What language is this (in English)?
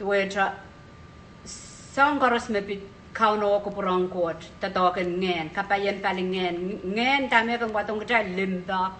Pohnpeian